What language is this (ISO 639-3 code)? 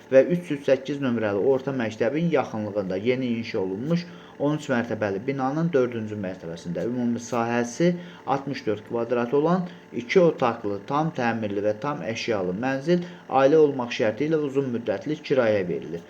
aze